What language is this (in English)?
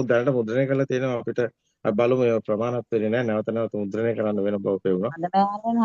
Sinhala